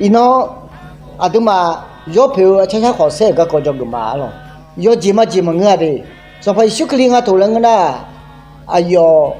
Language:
Akha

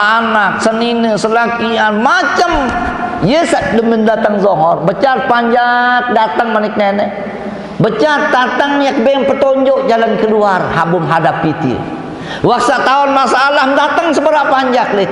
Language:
Sasak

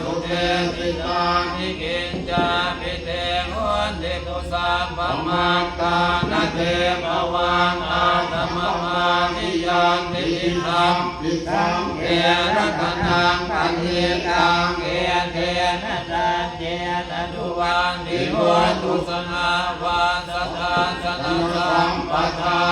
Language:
Pali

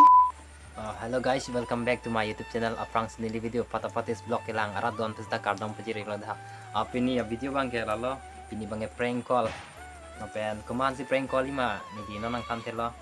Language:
Karbi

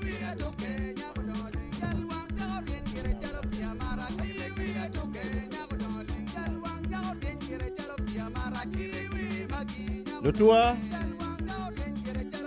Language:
Acoli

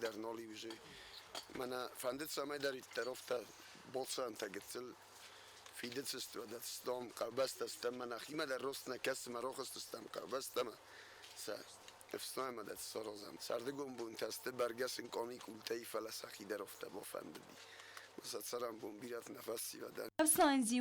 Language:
Ossetic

